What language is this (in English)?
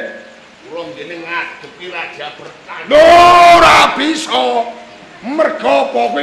Javanese